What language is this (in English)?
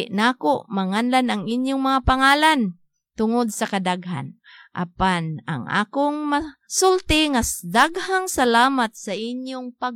Cebuano